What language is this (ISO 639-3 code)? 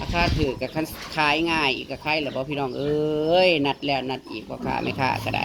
tts